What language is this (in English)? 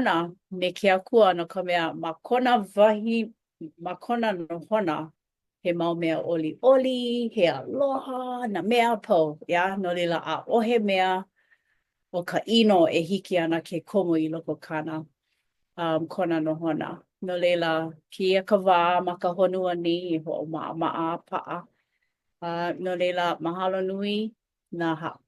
Hawaiian